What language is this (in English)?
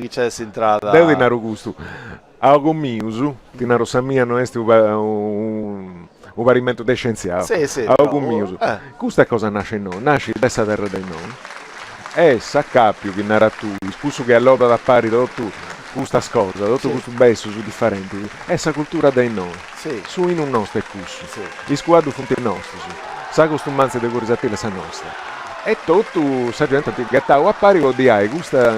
Sardinian